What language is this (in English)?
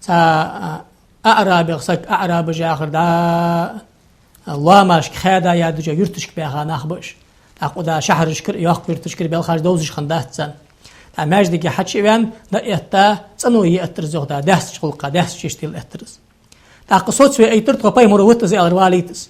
Ingush